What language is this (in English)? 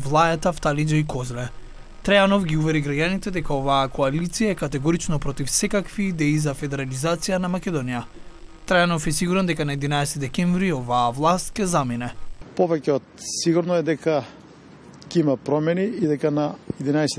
Macedonian